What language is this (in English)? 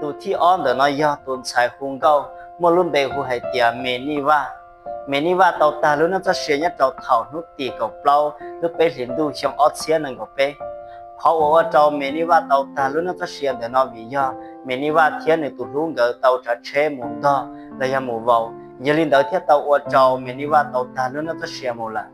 Hmong